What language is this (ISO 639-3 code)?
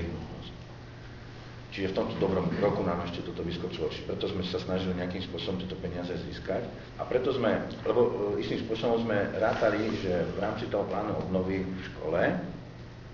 slk